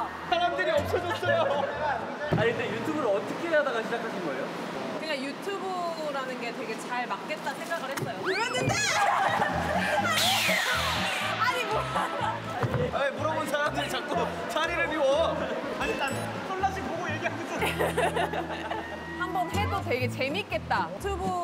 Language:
Korean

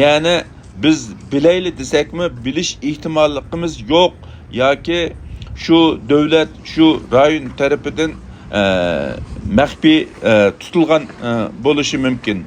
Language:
Uyghur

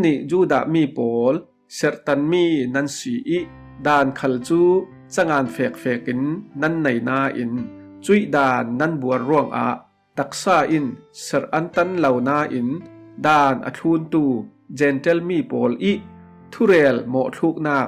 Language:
Falam Chin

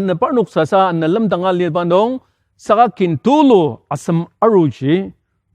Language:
Ao Naga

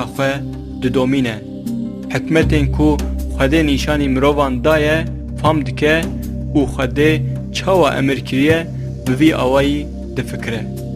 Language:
Kurdish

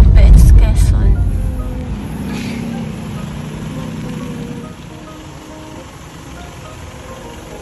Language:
Filipino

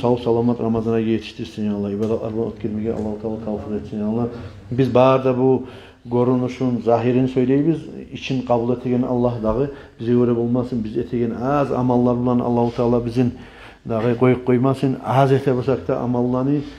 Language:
Kumyk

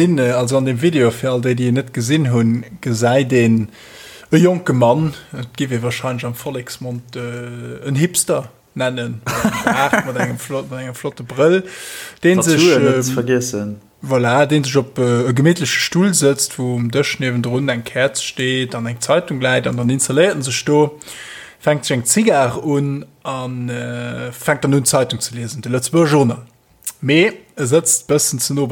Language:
Luxembourgish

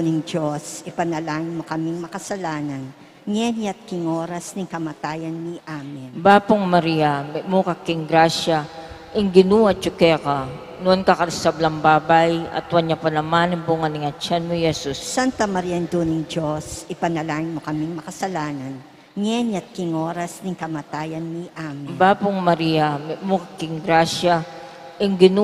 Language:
Pampanga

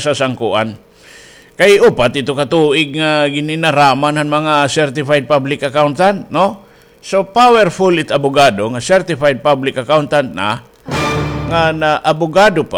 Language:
Waray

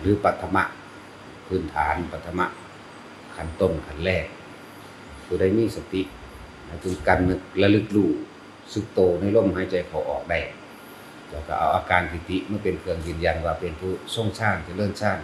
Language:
Lao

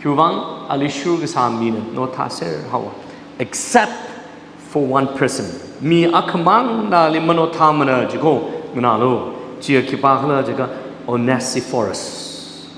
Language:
Tangkhul Naga (India)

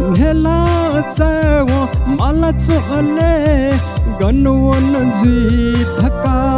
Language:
Newari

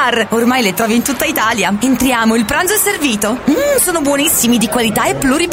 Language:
Italian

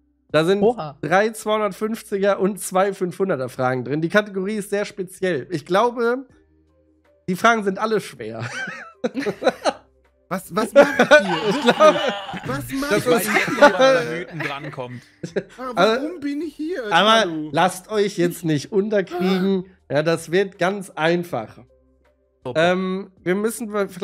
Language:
German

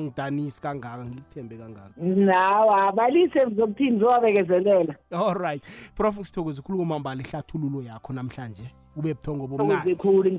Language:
South Ndebele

